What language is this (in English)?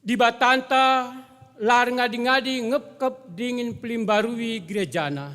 Batak Karo